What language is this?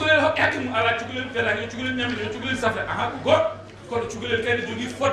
Fula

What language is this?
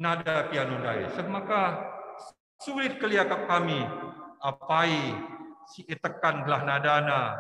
Batak Karo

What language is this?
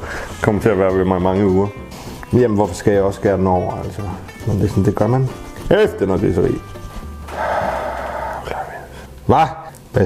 Danish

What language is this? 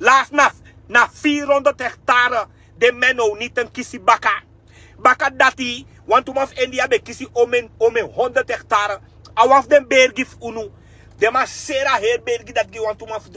Sranan Tongo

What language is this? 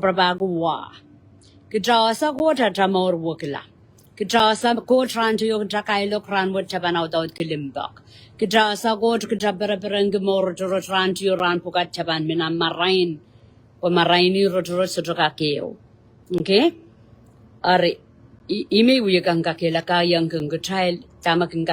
Pohnpeian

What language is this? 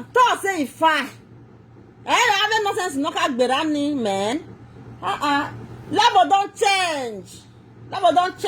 Nigerian Pidgin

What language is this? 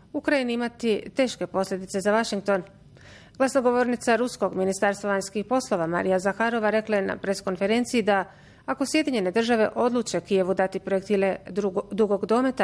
Bosnian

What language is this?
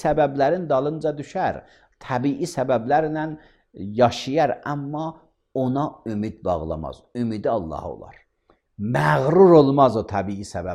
Azerbaijani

